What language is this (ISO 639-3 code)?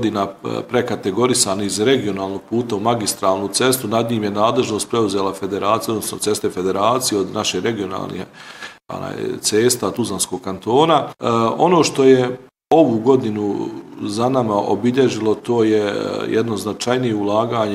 bos